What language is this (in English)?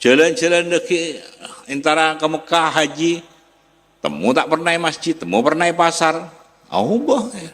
Madurese